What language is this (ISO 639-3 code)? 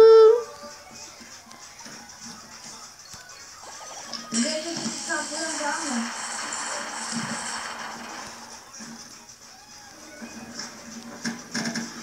tur